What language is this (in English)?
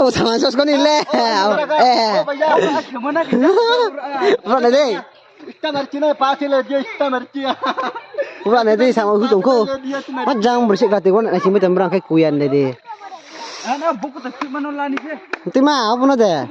Riang (India)